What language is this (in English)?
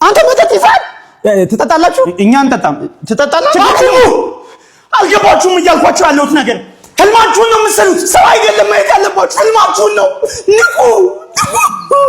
Amharic